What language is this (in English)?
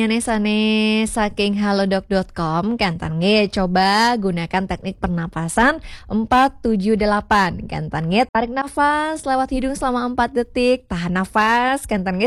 Balinese